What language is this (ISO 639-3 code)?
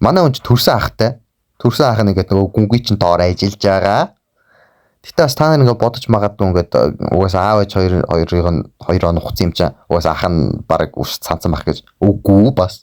mon